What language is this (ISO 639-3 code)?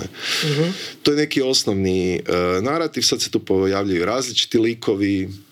hrv